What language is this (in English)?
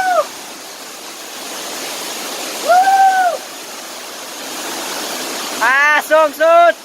Lao